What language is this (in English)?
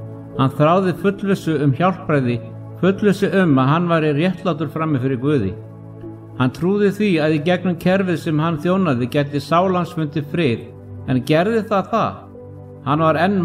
Icelandic